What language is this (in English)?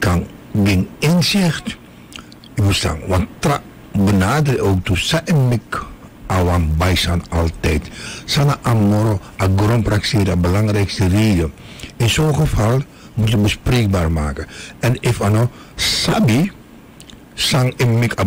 Dutch